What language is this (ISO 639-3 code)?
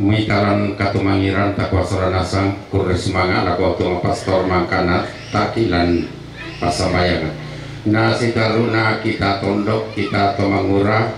sda